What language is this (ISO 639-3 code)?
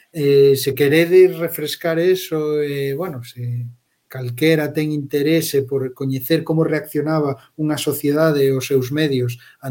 glg